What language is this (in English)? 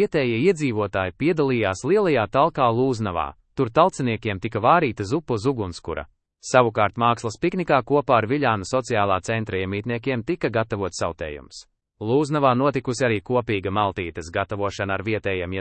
Latvian